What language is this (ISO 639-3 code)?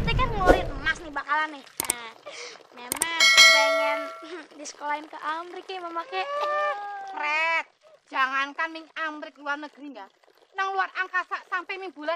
bew